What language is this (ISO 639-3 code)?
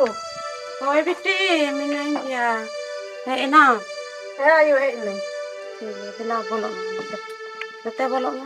sat